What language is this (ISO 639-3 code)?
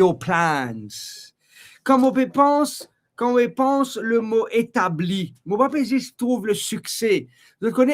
mfe